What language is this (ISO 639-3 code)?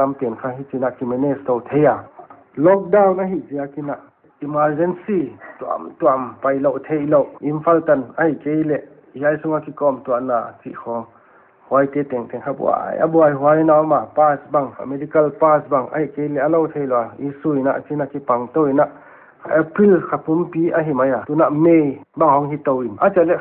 pck